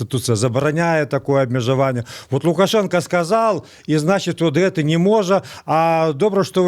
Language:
Belarusian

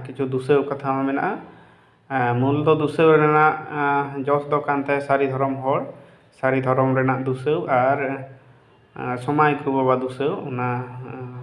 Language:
Santali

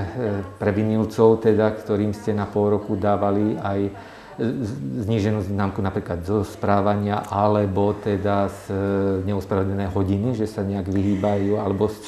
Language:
Slovak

